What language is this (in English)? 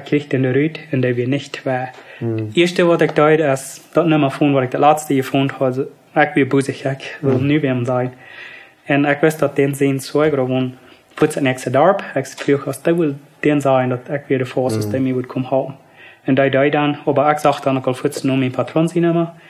Plautdietsch